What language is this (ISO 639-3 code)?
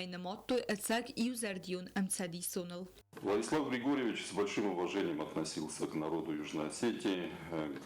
oss